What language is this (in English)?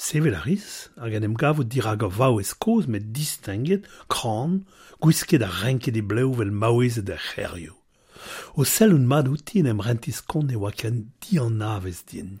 Breton